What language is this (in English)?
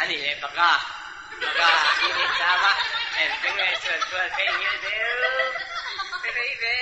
Mizo